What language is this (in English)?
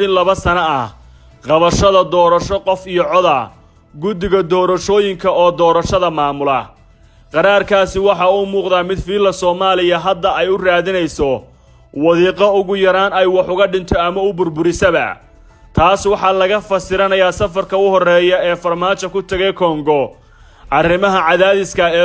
Somali